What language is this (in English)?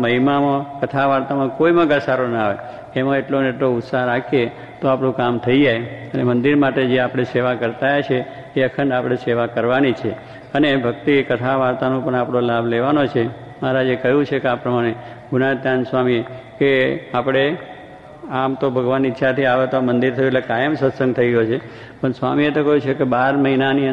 Gujarati